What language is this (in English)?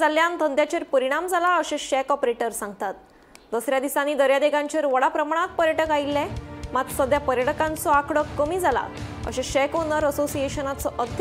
Konkani